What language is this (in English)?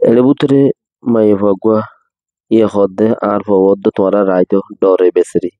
Rohingya